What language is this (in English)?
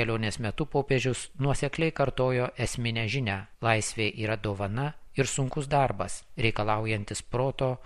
Lithuanian